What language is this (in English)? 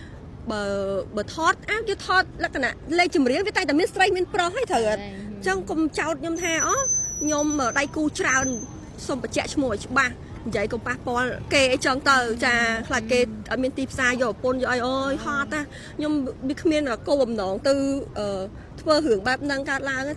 Khmer